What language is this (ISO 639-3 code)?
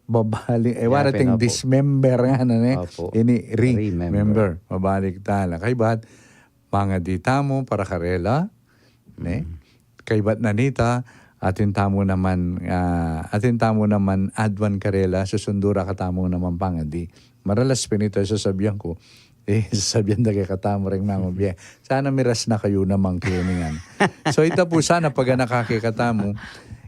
pam